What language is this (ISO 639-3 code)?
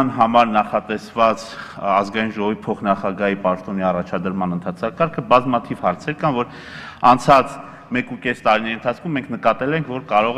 hye